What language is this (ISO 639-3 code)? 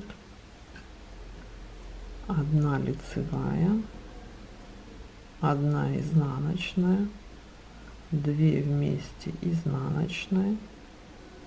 rus